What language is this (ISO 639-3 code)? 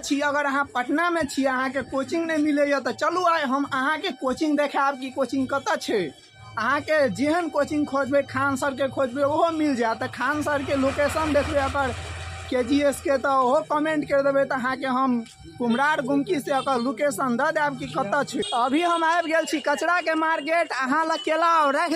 mai